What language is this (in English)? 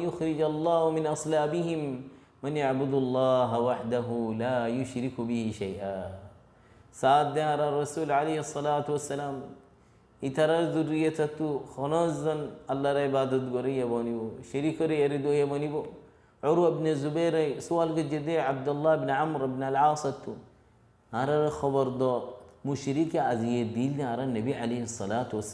Rohingya